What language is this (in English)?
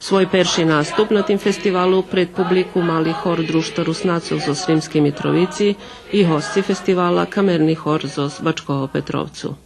Rusyn